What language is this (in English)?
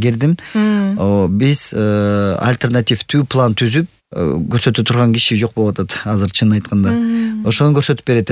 Kyrgyz